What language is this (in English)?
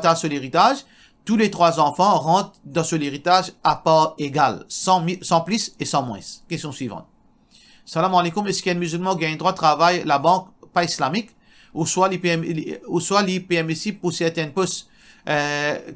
Morisyen